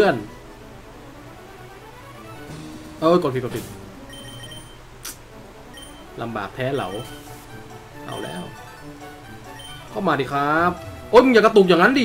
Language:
Thai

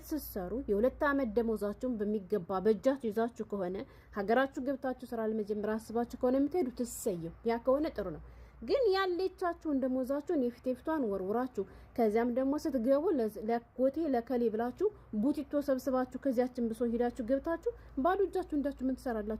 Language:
Amharic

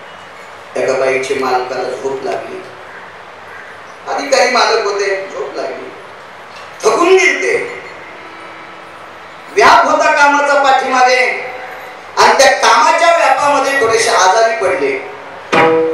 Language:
Marathi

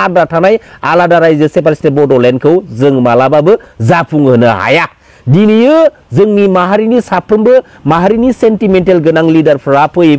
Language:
Bodo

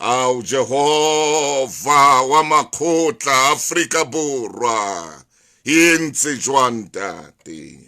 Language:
Southern Sotho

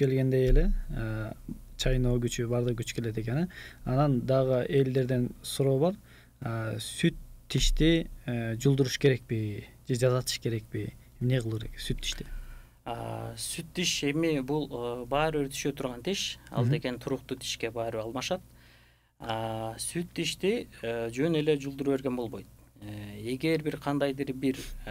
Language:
Kyrgyz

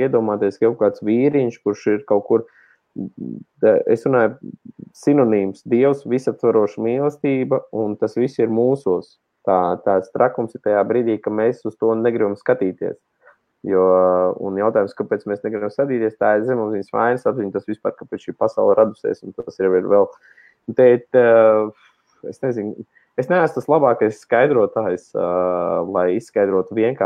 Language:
Latvian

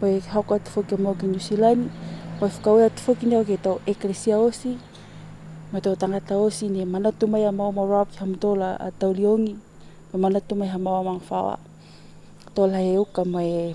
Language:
Niuean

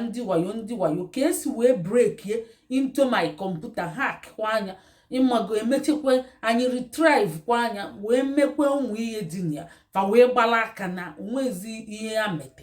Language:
Igbo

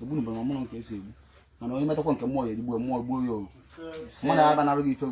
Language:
Igbo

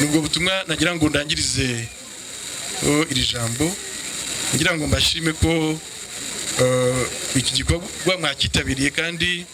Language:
Kinyarwanda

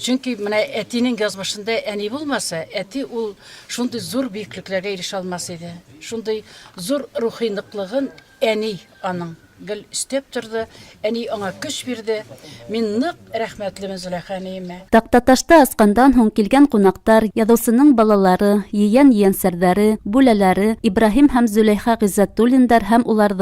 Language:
Bashkir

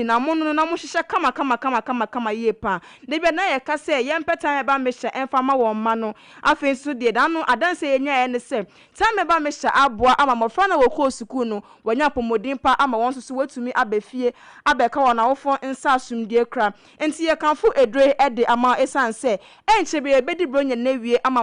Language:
Akan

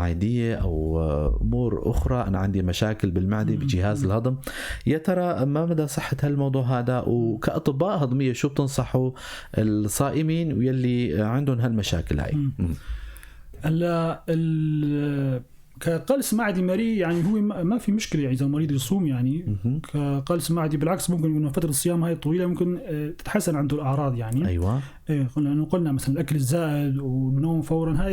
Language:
North Levantine Arabic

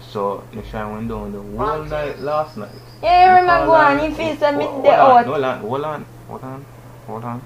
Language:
Jamaican Creole English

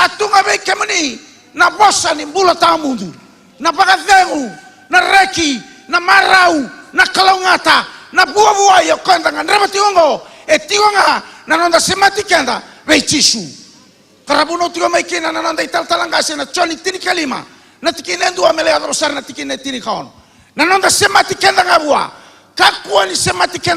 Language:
Fijian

